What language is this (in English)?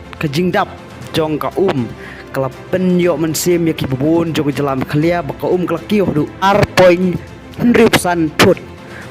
Khasi